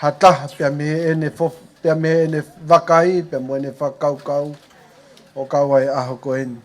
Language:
Tongan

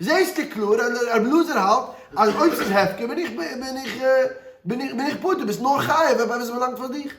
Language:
Yiddish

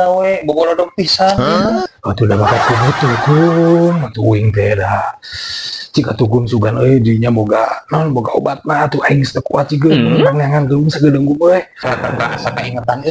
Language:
Sundanese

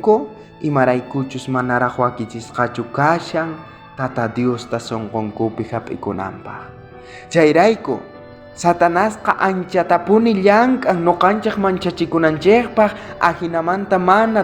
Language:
South Bolivian Quechua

